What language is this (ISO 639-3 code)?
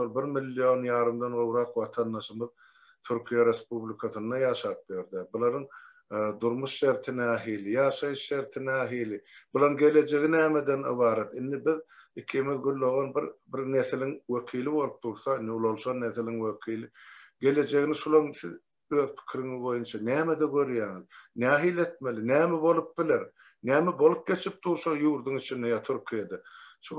tuk